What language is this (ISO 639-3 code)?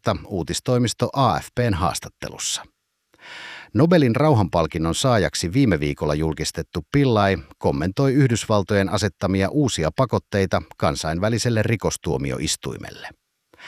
fin